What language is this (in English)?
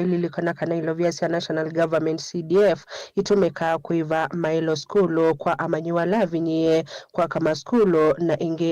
Kamba